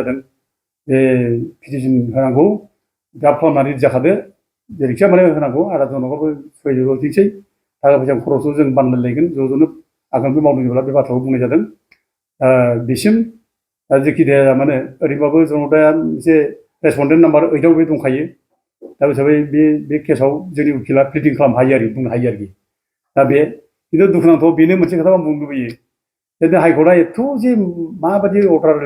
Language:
Bodo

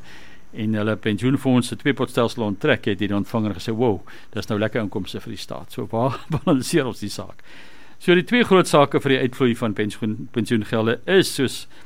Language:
Afrikaans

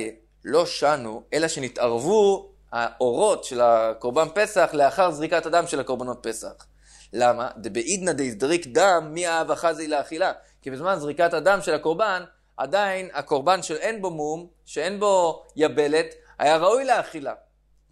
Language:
Hebrew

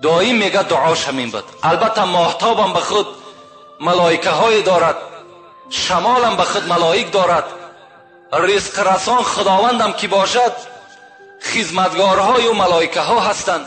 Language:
Tajik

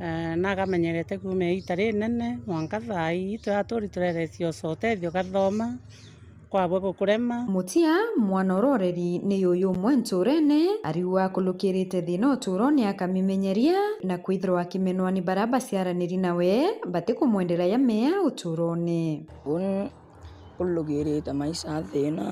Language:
Meru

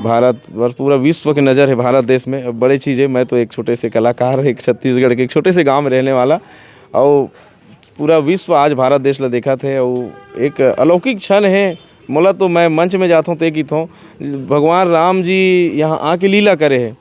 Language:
Chhattisgarhi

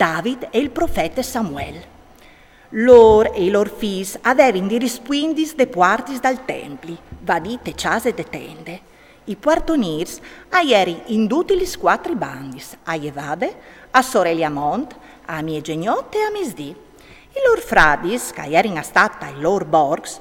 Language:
Friulian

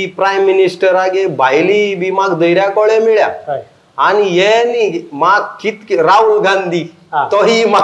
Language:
Konkani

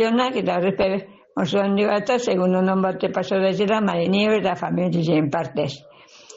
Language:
Basque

